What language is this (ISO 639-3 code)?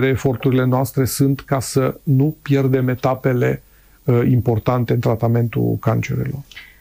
ron